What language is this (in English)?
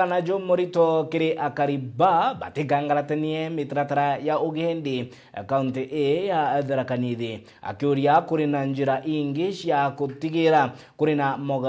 Meru